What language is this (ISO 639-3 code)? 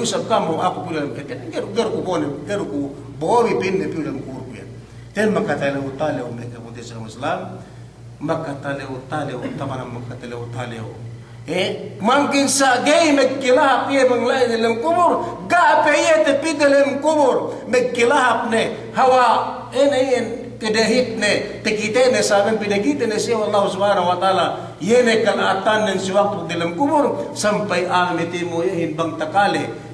yka